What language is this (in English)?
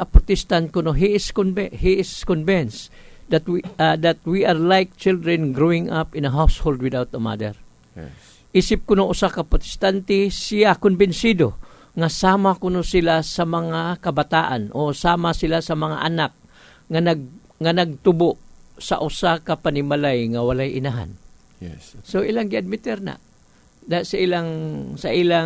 Cebuano